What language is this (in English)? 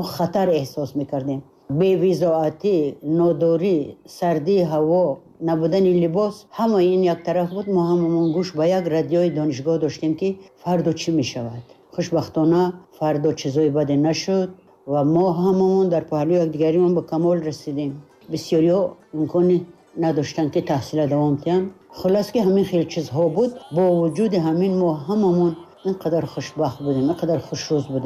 Tajik